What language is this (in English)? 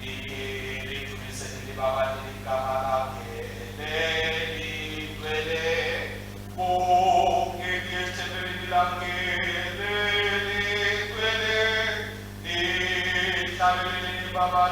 Swati